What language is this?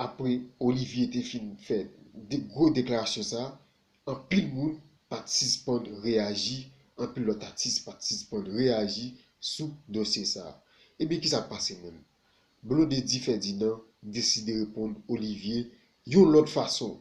Haitian Creole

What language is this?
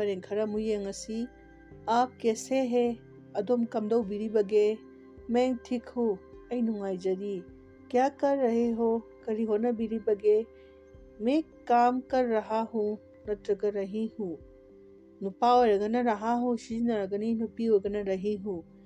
Manipuri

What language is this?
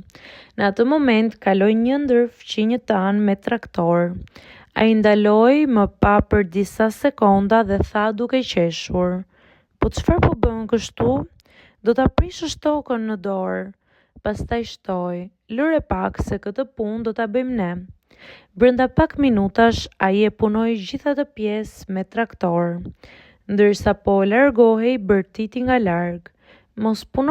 Albanian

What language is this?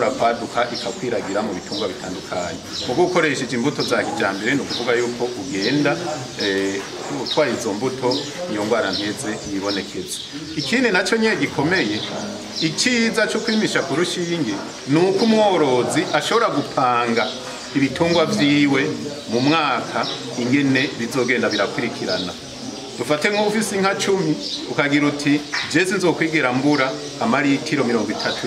Rundi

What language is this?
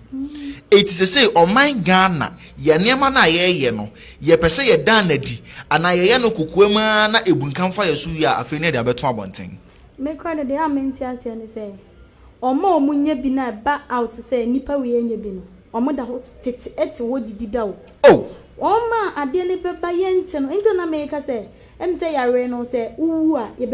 Akan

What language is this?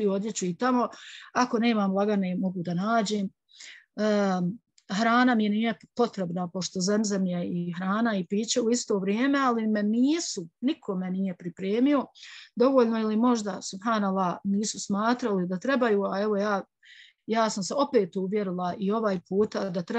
Bosnian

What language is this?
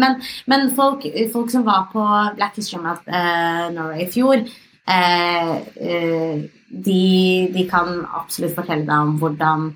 Norwegian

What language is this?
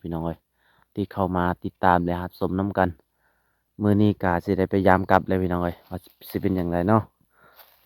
Lao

